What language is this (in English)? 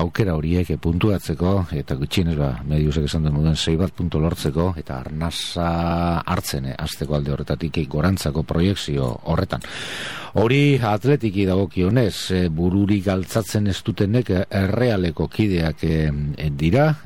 Basque